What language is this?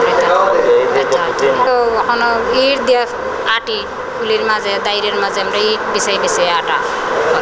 Sylheti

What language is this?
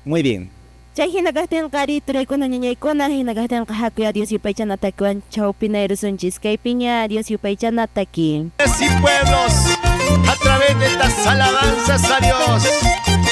Quechua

